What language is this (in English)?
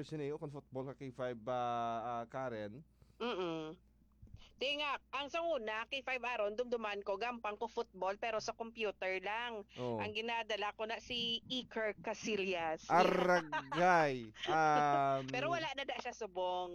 Hiligaynon